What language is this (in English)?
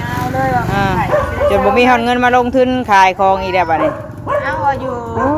Northeastern Thai